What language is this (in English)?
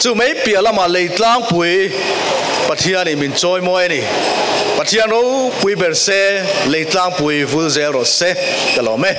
Mizo